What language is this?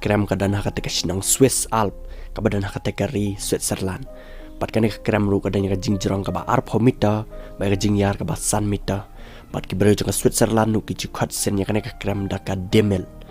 Khasi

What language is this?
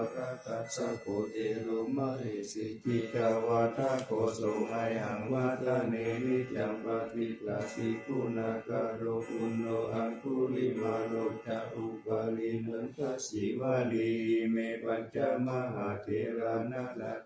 Pali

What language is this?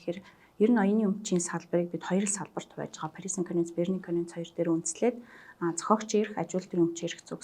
Mongolian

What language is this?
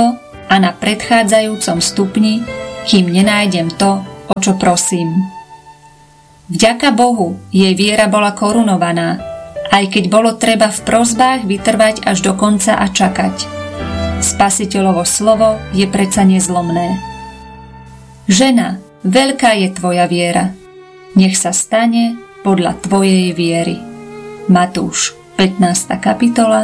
Slovak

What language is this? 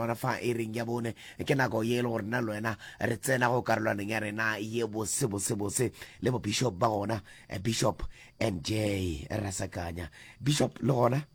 Northern Sotho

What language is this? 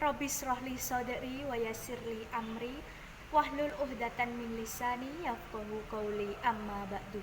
Javanese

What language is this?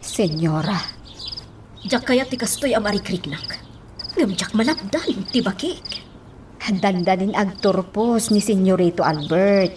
Iloko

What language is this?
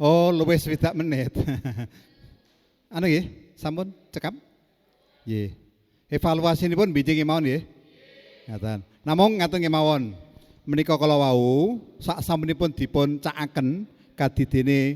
Javanese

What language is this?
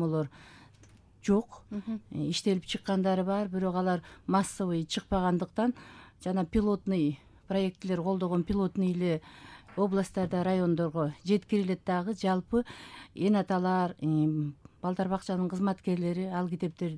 Kyrgyz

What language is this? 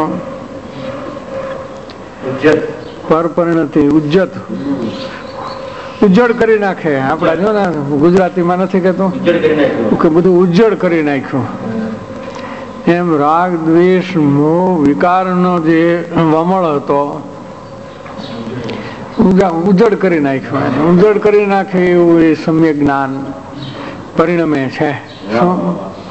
Gujarati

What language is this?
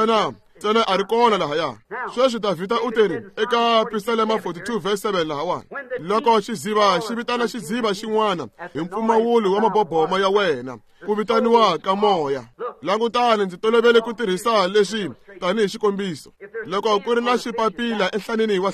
Tsonga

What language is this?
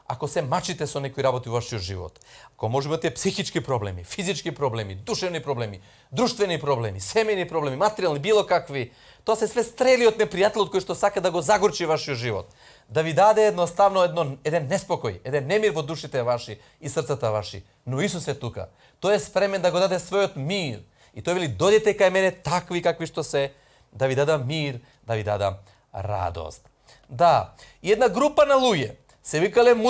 Macedonian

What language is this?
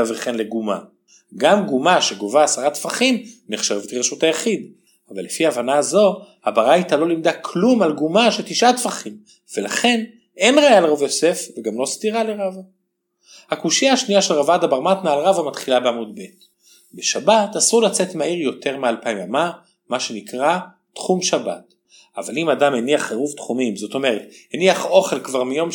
Hebrew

